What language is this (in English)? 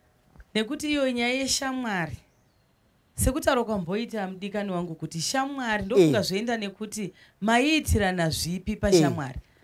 Shona